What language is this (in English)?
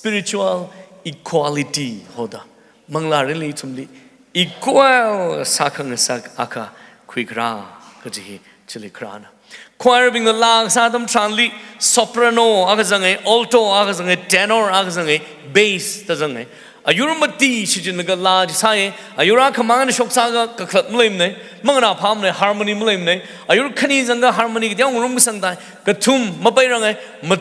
Tangkhul Naga (India)